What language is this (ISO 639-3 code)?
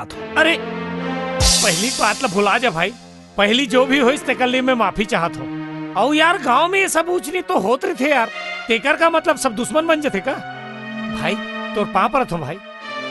hne